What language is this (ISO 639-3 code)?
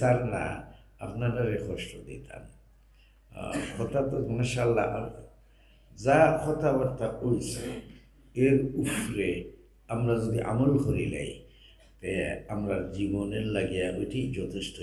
syl